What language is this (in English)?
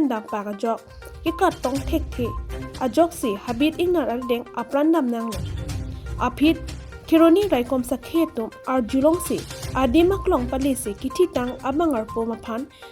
Karbi